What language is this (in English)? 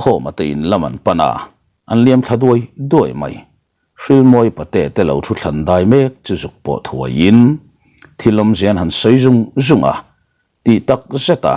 Mizo